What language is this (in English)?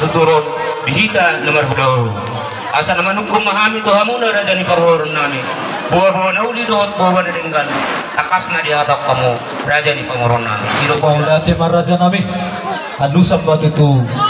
Batak Toba